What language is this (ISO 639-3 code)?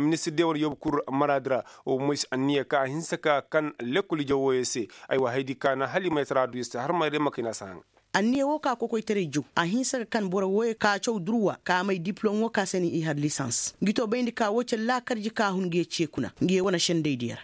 ses